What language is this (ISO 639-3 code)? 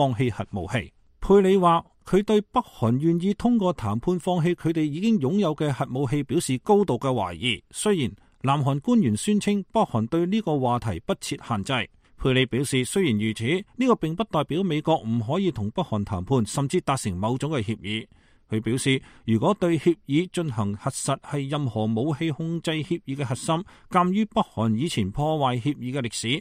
yue